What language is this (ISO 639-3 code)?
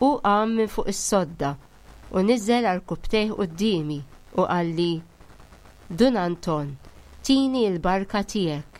mlt